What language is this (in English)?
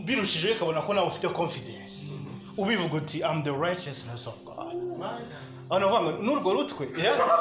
Kinyarwanda